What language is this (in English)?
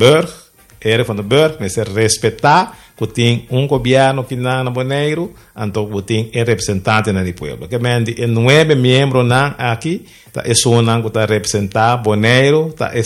Papiamento